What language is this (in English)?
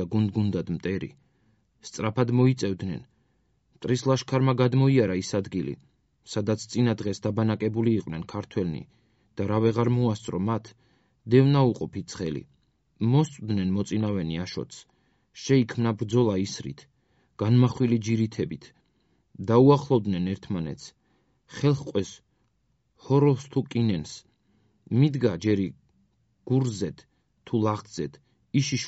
Georgian